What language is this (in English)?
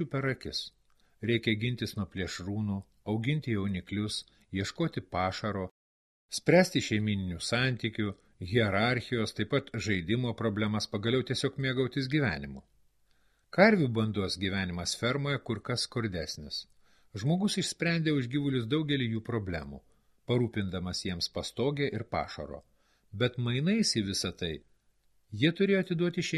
Lithuanian